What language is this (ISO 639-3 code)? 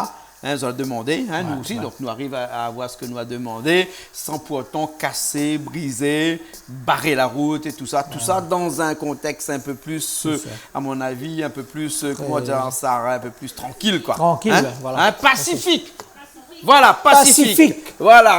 rcf